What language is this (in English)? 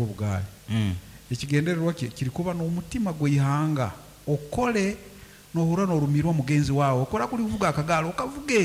Nyankole